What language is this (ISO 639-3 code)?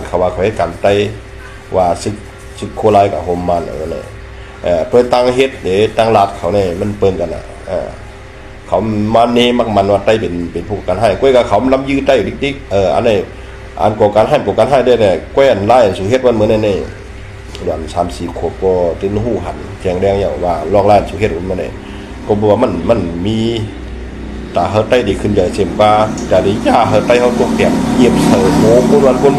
shn